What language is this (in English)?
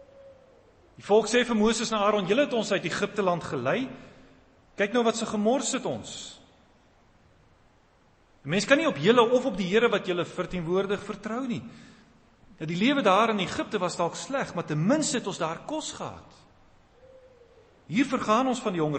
Afrikaans